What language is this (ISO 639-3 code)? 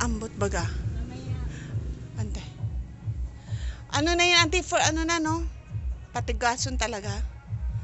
fil